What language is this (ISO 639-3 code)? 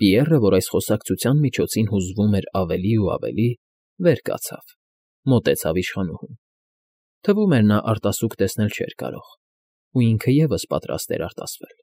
hye